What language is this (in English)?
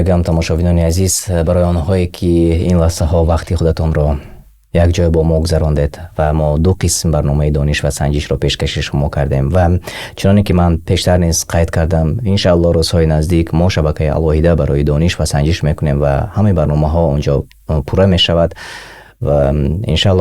Tajik